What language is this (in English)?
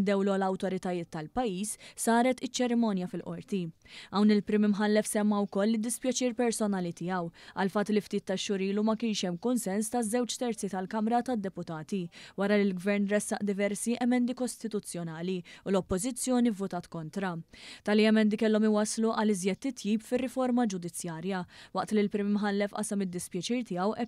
Maltese